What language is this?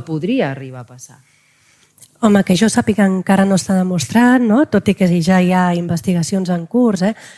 Catalan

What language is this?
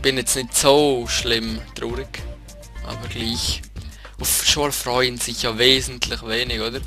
Swiss German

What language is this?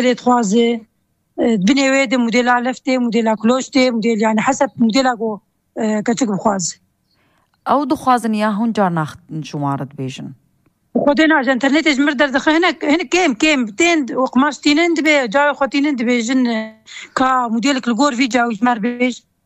Kurdish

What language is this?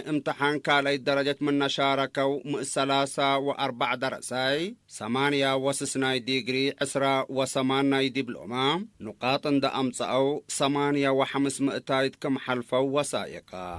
Tigre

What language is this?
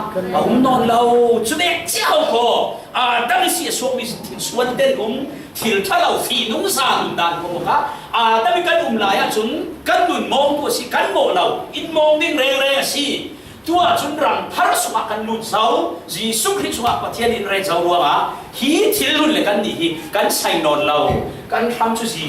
Falam Chin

